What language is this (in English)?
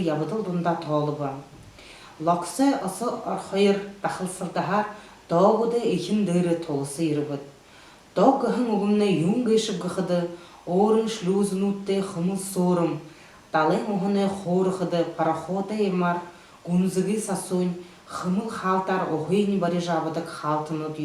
Buriat